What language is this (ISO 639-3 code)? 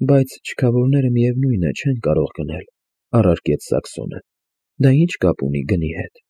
hye